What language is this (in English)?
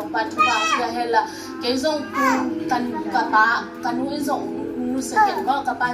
Tedim Chin